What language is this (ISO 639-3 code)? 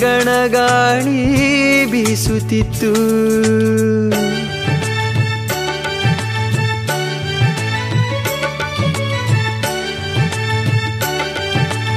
kan